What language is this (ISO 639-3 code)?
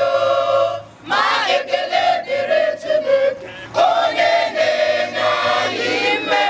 ibo